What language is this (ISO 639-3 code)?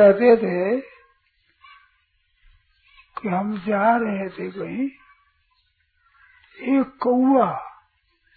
hin